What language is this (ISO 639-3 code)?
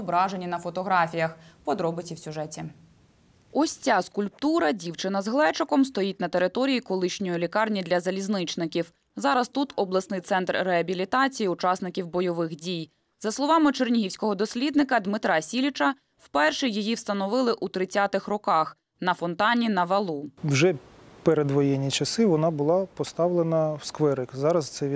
ukr